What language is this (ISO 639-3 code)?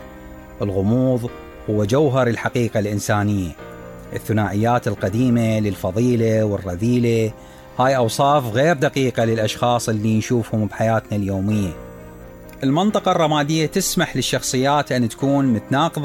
acm